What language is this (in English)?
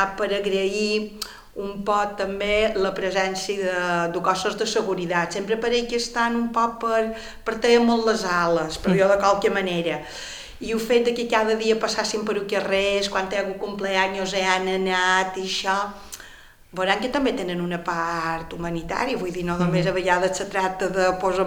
Catalan